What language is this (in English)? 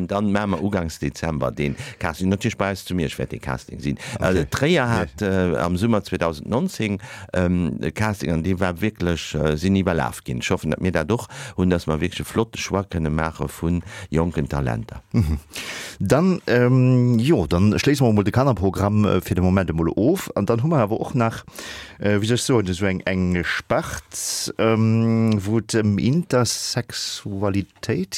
Luxembourgish